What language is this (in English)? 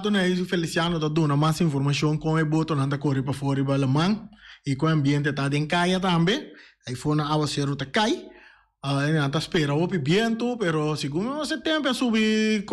Papiamento